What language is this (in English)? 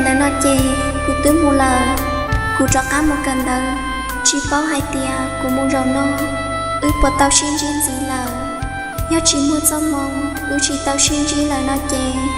Hmong